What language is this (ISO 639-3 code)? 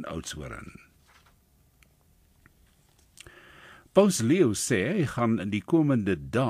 afr